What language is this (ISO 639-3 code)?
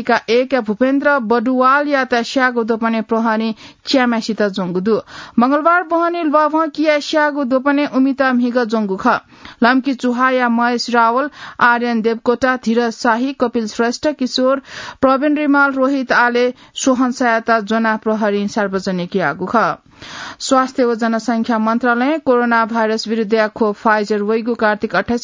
new